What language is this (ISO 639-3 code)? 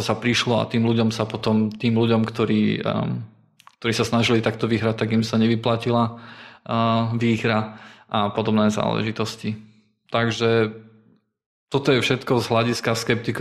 slk